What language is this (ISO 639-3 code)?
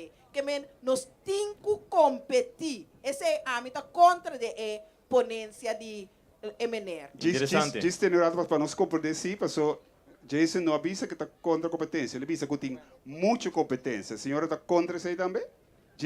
pap